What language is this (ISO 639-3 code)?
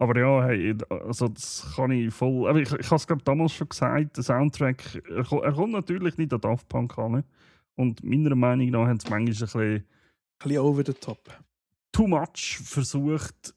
gsw